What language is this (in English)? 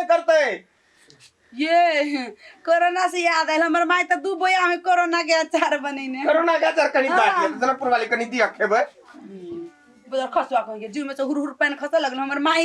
Maithili